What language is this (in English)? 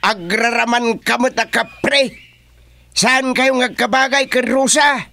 Iloko